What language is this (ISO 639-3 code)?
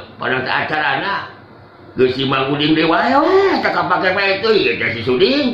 sun